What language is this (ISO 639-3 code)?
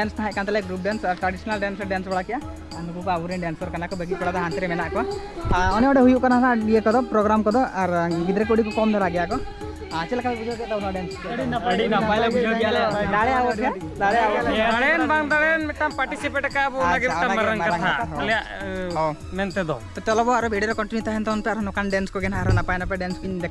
sat